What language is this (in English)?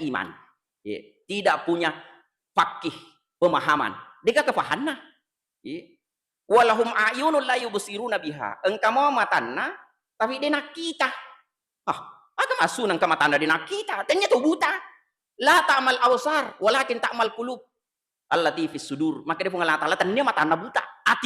Buginese